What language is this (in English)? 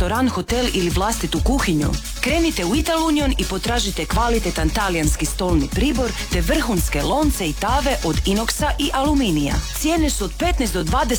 Croatian